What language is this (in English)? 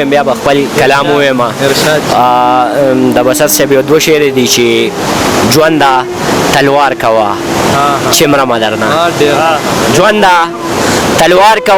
Pashto